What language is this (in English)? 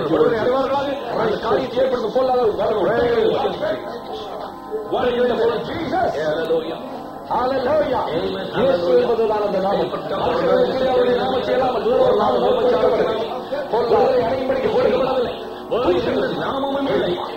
Tamil